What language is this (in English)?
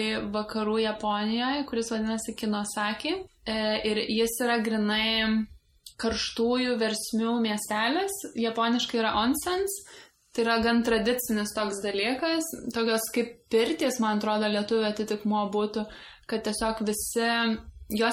Lithuanian